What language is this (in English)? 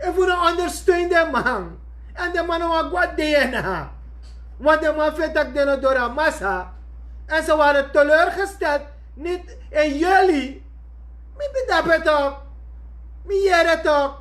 Sranan Tongo